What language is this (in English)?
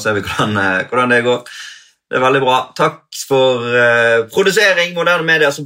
Norwegian